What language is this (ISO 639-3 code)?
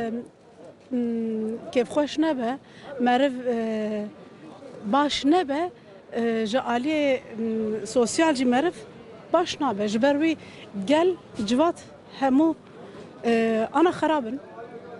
kur